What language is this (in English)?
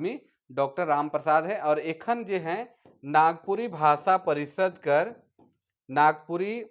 Sadri